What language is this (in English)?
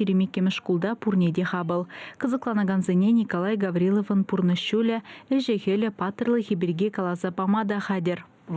Chuvash